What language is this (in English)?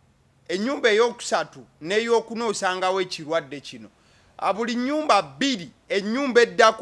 Ganda